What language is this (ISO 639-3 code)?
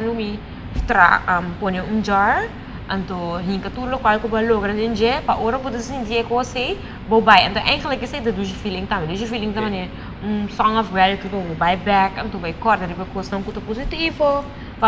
pap